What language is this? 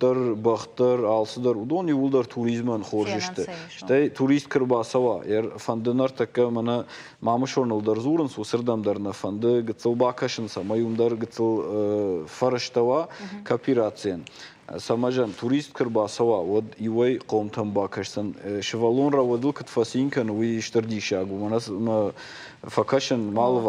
Ossetic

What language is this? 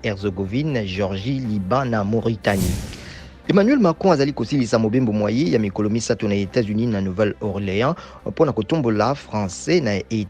Lingala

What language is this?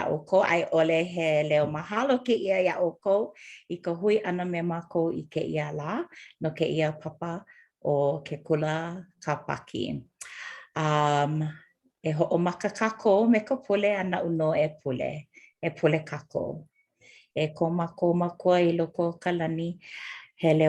Hawaiian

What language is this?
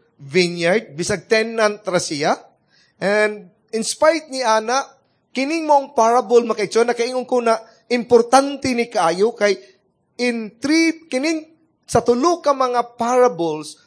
Cebuano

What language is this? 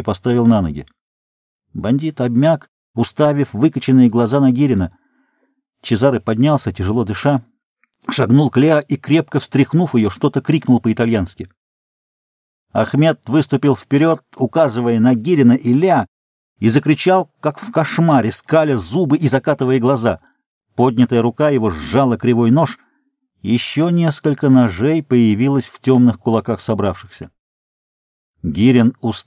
Russian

